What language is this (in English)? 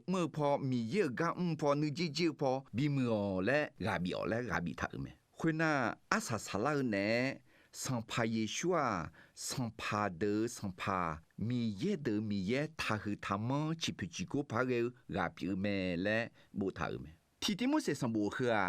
Akha